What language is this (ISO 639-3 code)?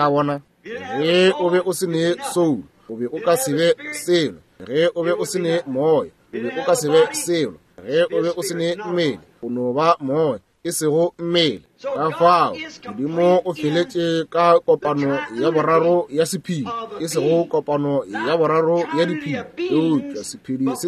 nso